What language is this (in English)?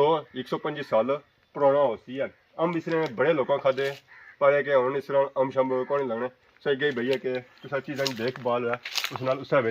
Pahari-Potwari